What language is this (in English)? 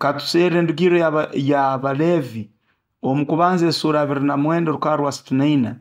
Nyoro